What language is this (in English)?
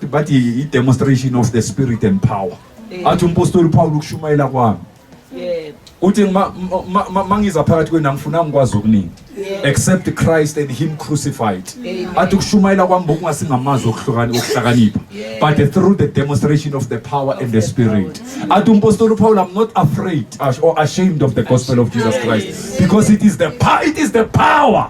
Zulu